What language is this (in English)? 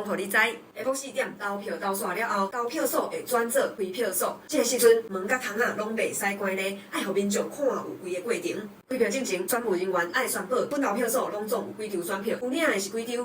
Min Nan Chinese